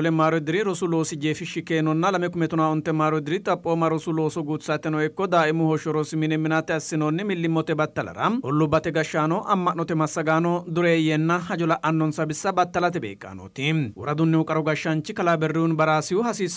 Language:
Sidamo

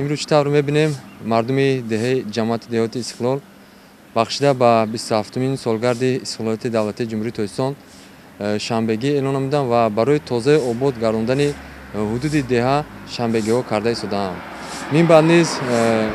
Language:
Tajik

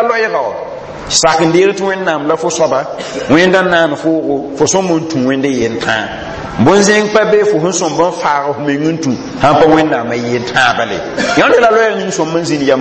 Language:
Mossi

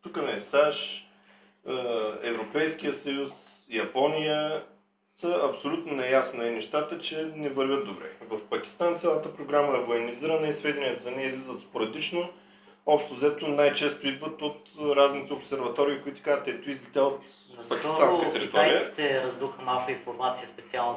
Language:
Bulgarian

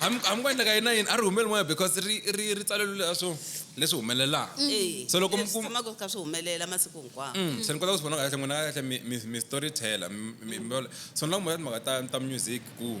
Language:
Tsonga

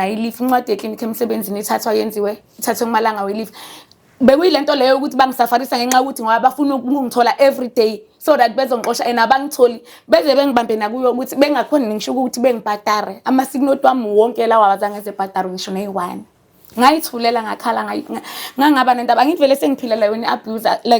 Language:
Zulu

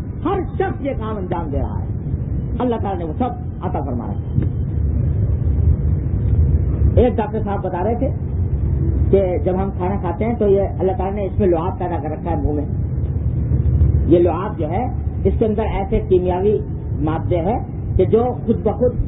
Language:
Urdu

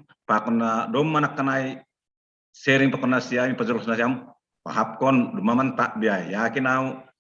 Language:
Batak Simalungun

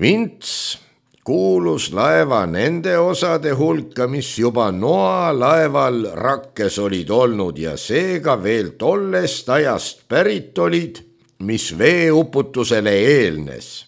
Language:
Estonian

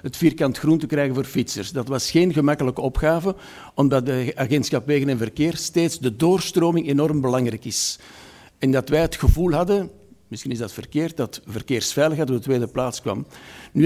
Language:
Dutch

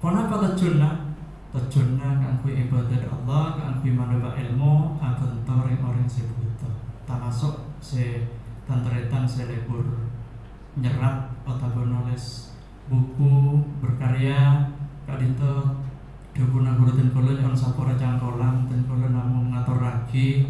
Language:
Madurese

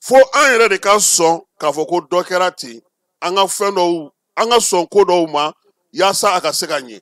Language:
Bambara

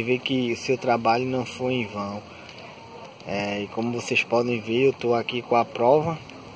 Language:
Portuguese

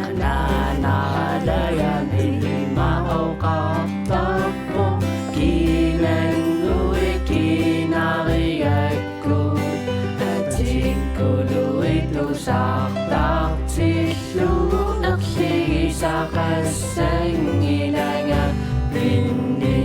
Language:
Kalaallisut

